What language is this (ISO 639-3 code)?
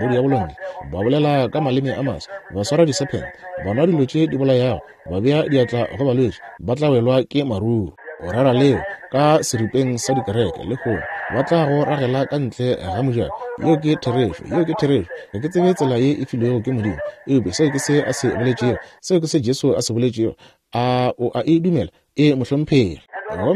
nso